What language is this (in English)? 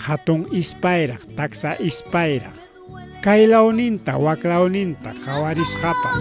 Ayacucho Quechua